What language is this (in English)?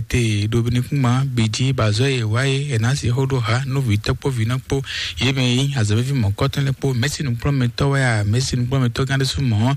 Fon